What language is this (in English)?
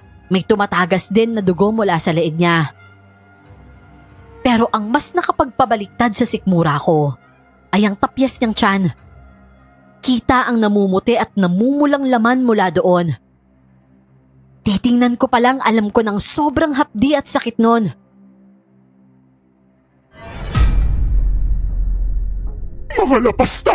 Filipino